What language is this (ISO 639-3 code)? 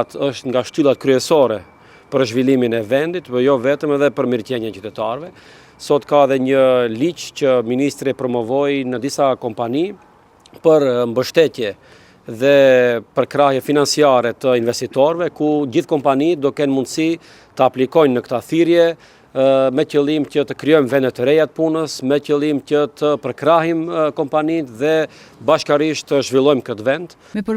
sqi